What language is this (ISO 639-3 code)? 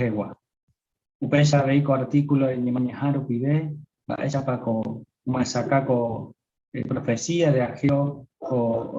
grn